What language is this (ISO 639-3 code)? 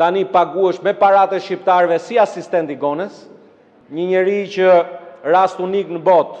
sqi